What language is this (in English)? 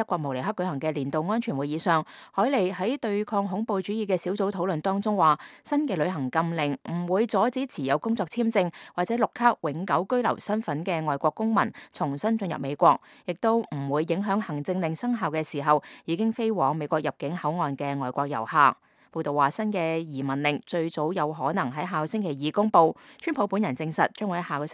Cantonese